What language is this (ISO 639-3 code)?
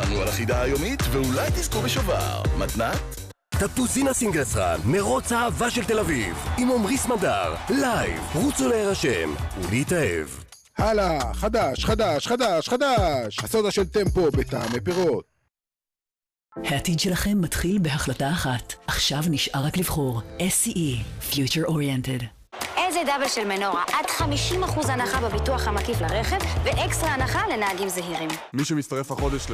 heb